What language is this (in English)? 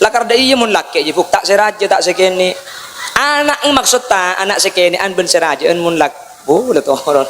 Madurese